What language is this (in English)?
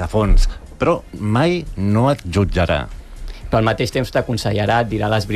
Catalan